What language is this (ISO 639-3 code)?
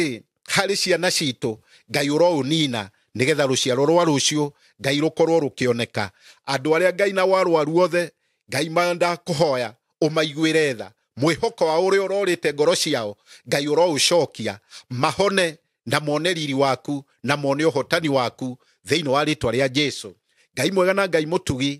kik